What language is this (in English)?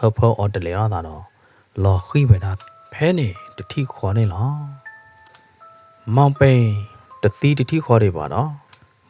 S'gaw Karen